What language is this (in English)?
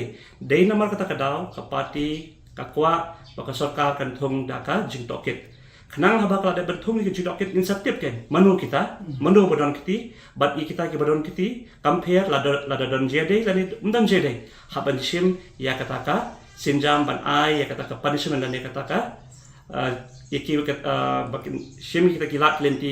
Khasi